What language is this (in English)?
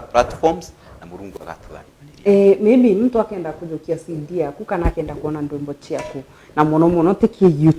Meru